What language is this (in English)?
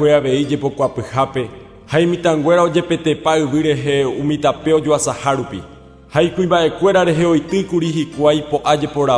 Guarani